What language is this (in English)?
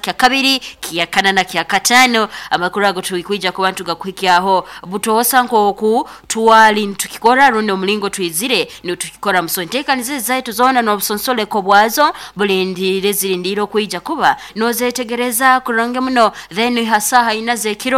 Nyoro